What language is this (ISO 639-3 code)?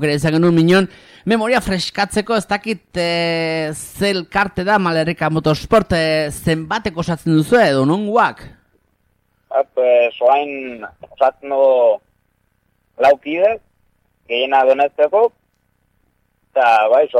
eus